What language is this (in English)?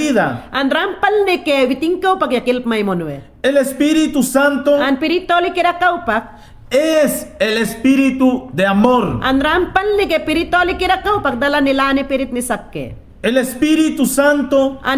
Mayangna